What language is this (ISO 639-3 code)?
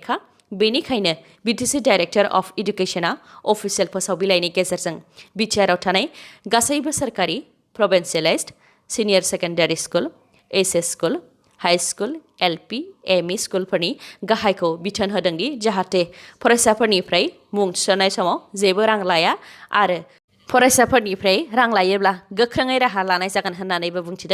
brx